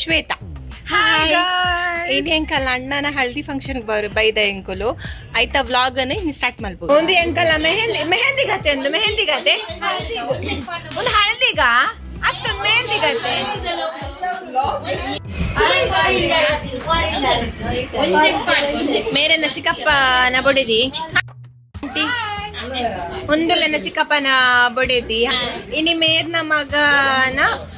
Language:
Tulu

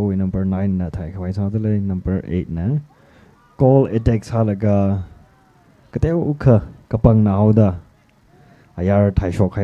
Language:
Tangkhul Naga (India)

